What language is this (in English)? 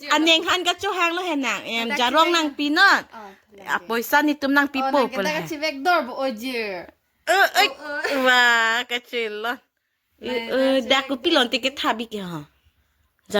Karbi